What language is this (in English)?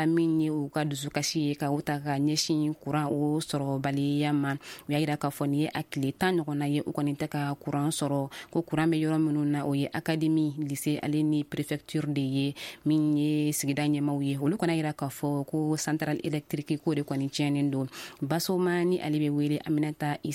Bambara